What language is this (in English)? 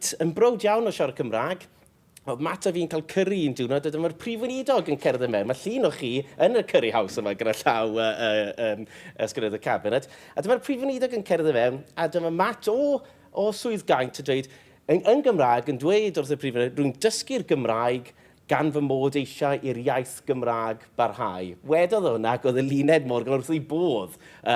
Welsh